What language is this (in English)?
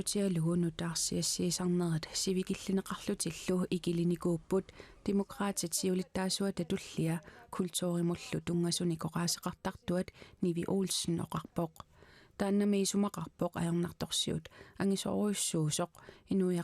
Kalaallisut